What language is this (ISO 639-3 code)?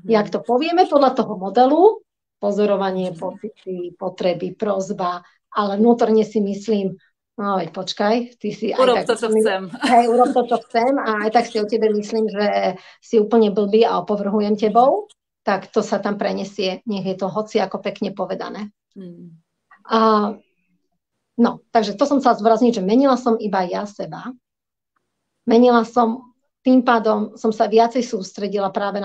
slk